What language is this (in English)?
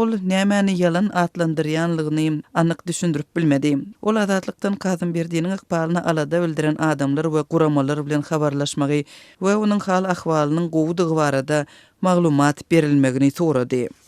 Turkmen